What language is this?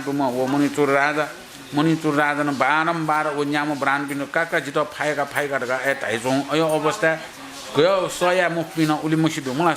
Newari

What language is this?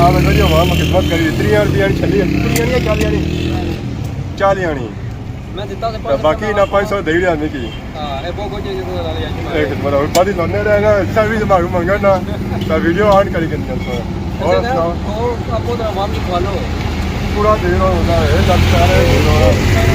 Pahari-Potwari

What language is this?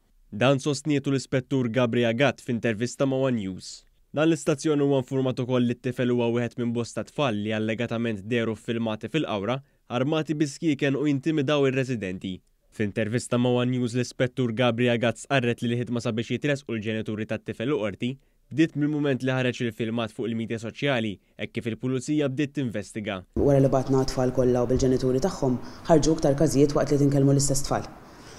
Maltese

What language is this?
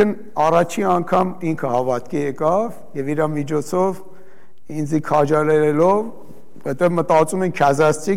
Armenian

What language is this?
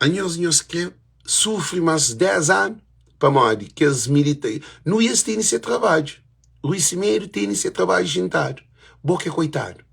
Kabuverdianu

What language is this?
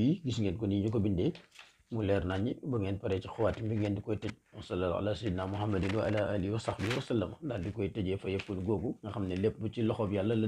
Wolof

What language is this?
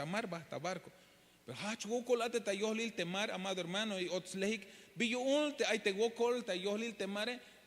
Tzeltal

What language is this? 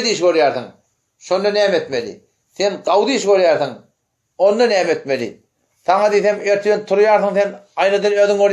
Turkmen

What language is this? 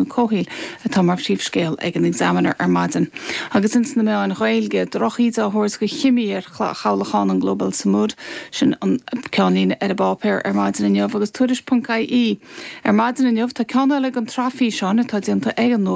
Irish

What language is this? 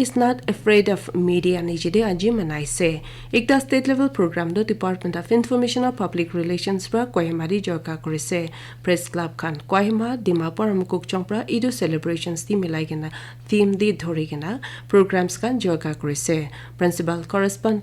Naga Pidgin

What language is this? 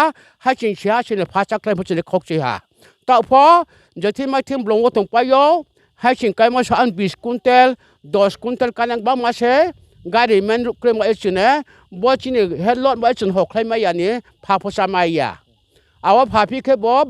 Riang (India)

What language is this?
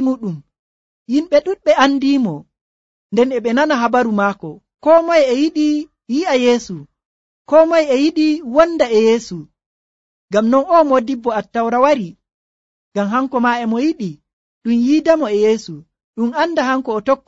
Nigerian Fulfulde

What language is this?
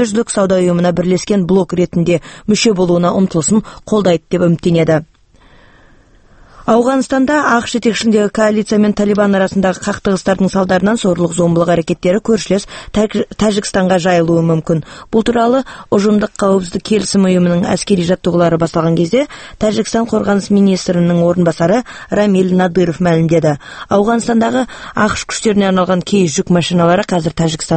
Kazakh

